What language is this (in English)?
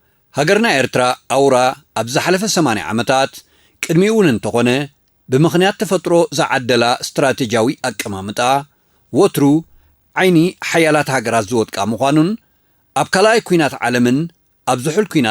Tigrinya